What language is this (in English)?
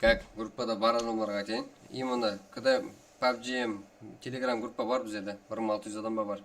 Kara-Kalpak